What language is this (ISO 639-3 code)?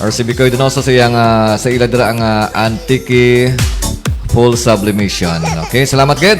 hil